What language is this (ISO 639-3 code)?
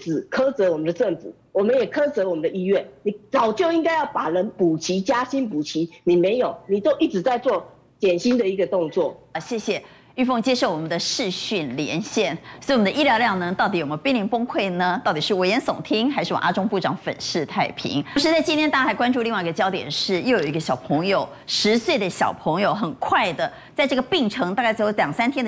zho